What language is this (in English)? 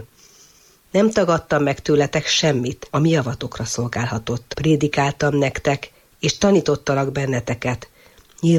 Hungarian